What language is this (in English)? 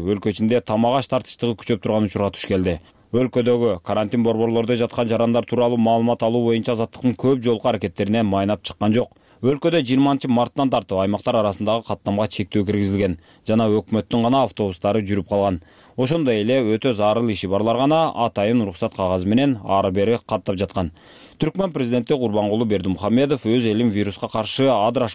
Kyrgyz